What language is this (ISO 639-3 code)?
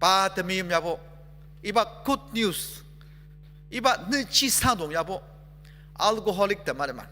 njo